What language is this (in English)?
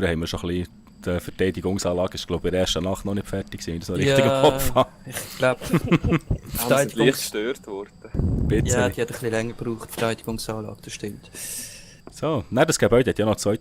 Swiss German